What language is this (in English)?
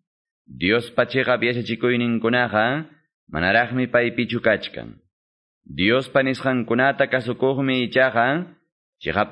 Quechua